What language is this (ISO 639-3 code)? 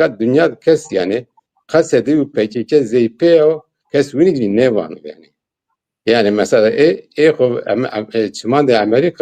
zza